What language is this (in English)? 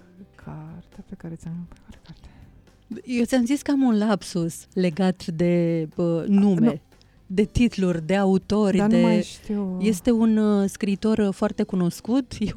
Romanian